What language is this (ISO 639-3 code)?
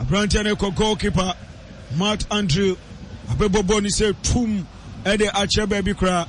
aka